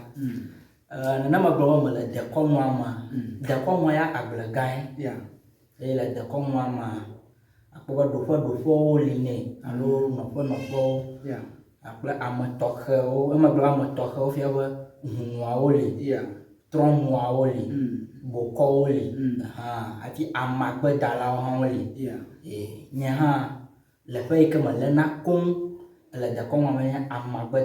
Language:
Ewe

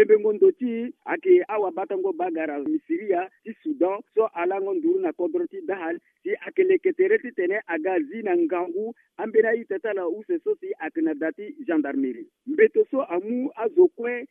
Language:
Sango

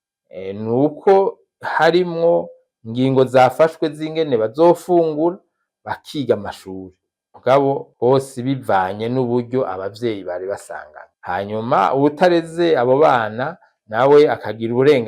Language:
Rundi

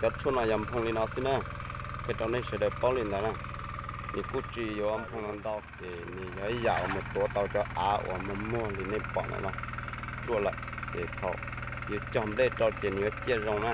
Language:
Hmong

